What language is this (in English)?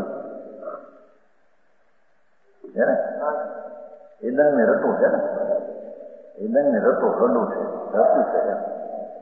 Gujarati